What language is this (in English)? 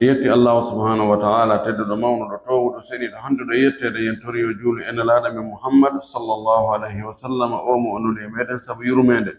Pular